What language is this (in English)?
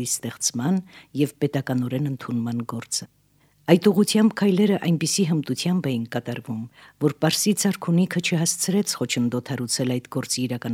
Armenian